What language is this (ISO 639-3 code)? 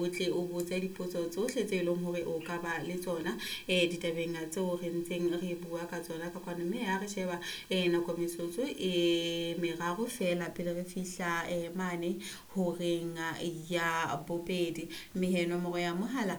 sot